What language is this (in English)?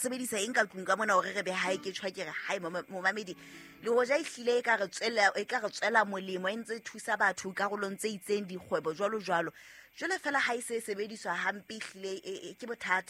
Southern Sotho